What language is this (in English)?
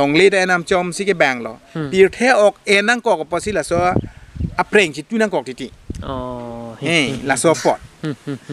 Karbi